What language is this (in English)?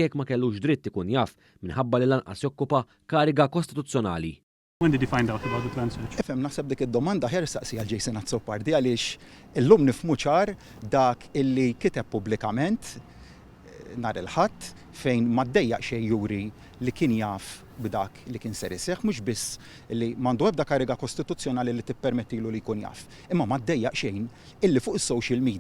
Maltese